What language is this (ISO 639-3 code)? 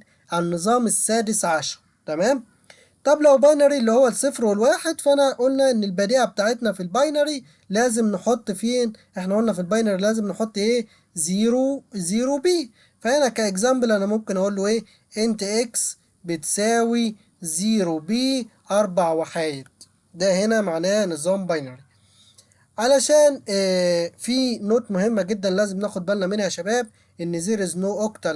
arz